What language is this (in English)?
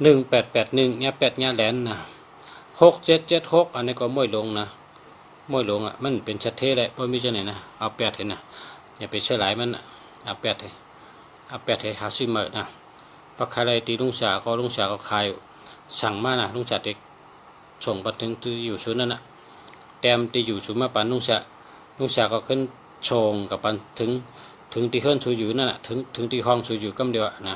Shan